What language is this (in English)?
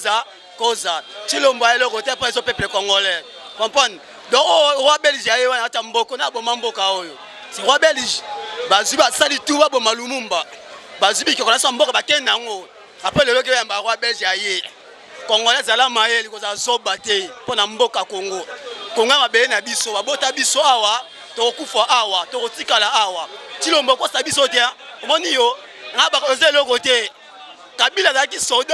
Lingala